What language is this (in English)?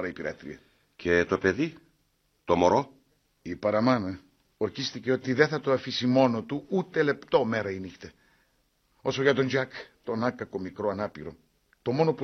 Greek